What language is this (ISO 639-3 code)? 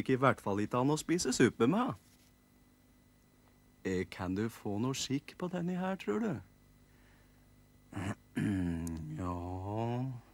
nor